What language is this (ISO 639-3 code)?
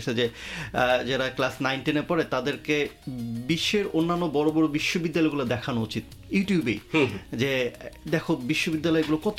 ben